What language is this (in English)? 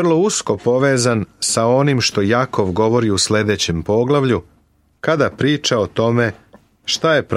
Serbian